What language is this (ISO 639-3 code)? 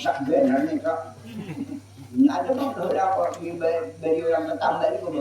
bjn